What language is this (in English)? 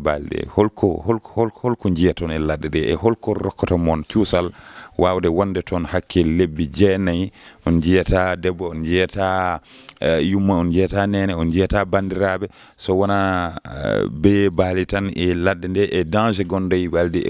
Fula